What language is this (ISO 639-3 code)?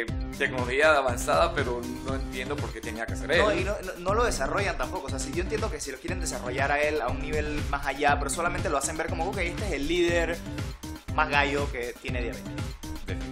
spa